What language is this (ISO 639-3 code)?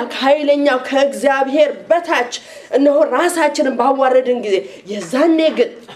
amh